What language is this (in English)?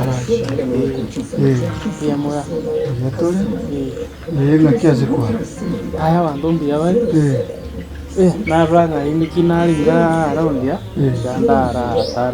Gusii